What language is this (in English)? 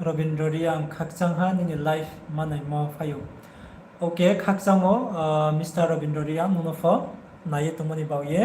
Riang (India)